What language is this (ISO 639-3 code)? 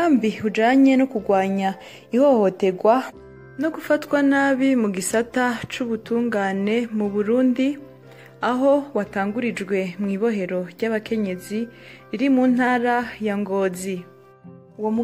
run